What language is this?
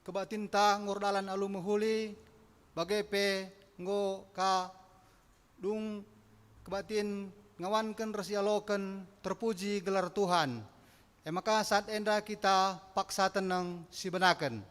Batak Karo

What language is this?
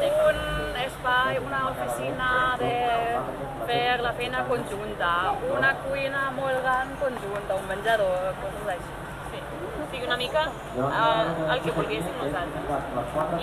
Catalan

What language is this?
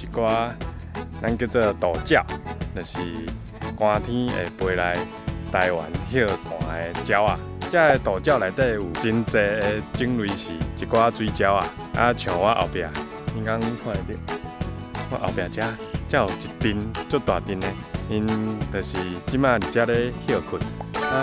Min Nan Chinese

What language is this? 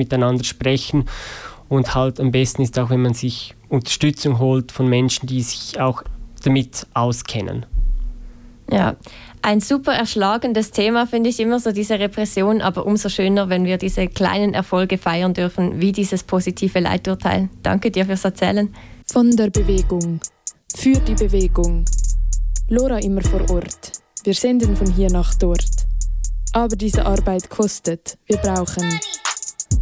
German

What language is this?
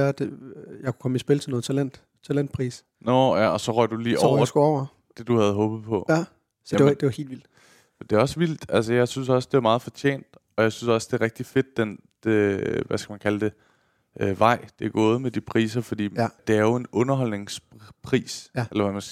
Danish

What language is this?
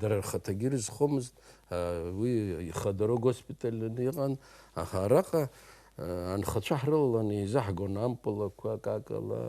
Abkhazian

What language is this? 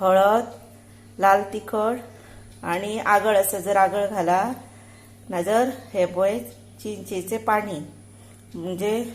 Konkani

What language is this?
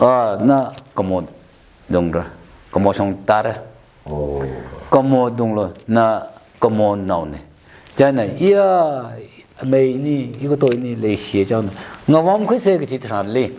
Tangkhul Naga (India)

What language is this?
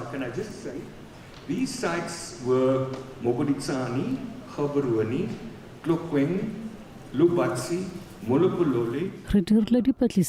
Tswana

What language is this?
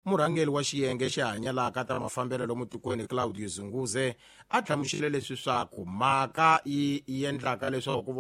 Tsonga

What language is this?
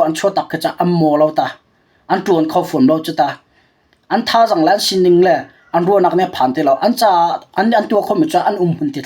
Hakha Chin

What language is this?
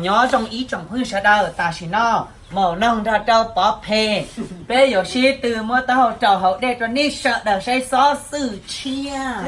Hmong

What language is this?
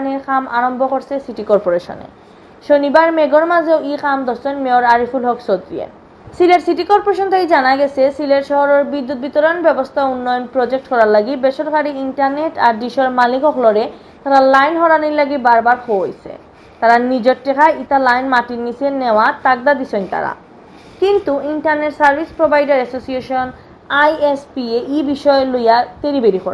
Sylheti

